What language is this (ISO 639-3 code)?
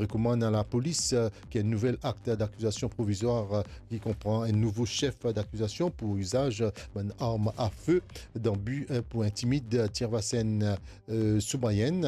mfe